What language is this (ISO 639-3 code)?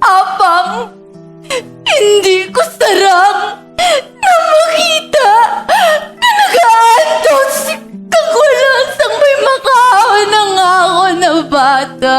hil